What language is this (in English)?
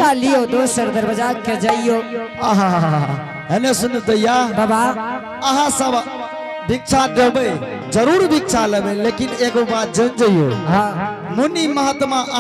Angika